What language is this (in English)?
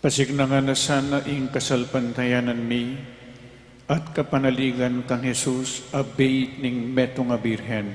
Pampanga